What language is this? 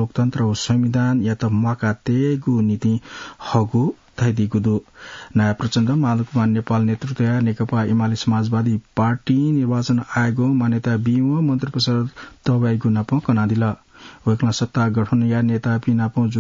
Newari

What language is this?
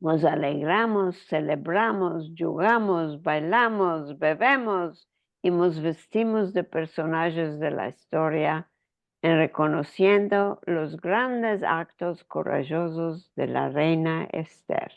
Ladino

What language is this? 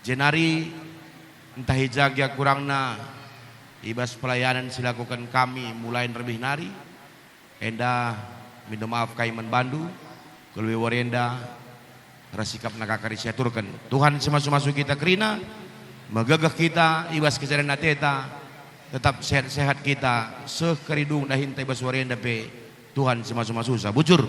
Batak Karo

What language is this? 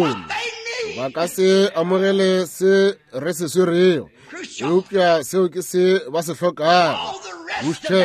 Northern Sotho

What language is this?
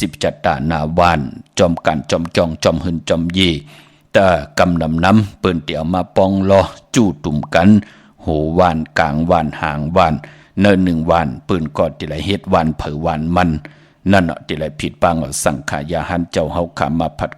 Shan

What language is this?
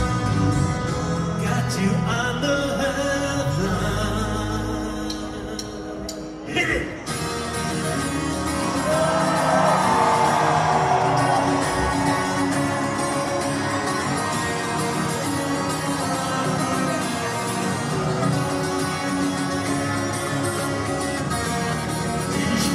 German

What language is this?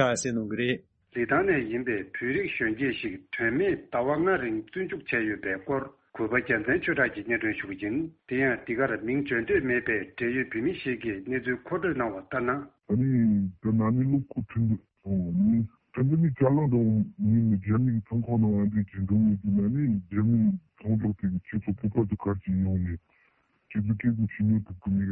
Tibetan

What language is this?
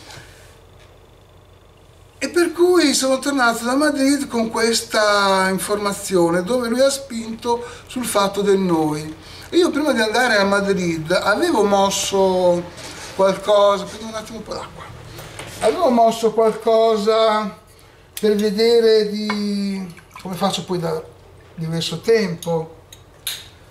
Italian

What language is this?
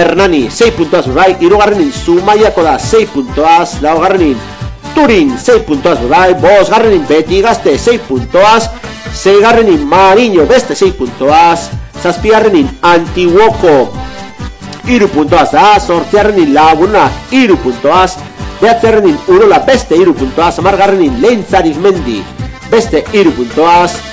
Basque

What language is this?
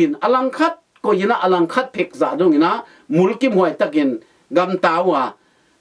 Tedim Chin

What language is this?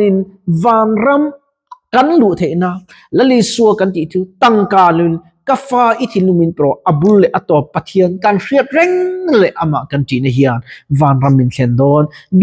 Mizo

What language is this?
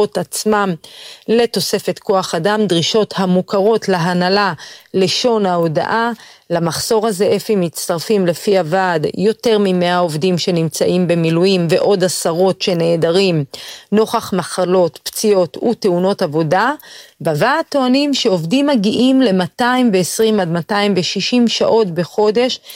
Hebrew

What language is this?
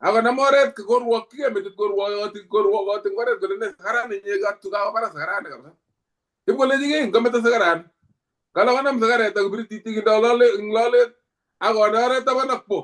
Kalenjin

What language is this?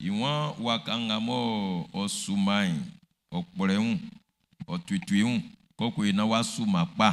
Baoulé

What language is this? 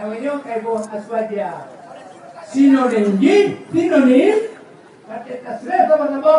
Achinese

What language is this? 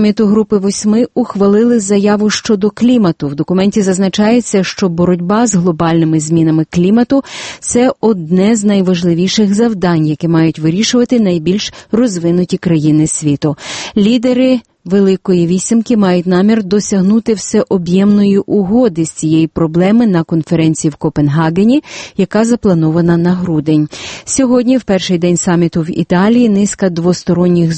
Ukrainian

